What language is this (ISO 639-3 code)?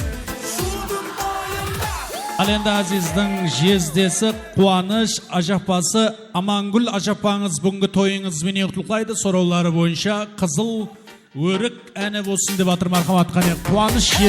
kaa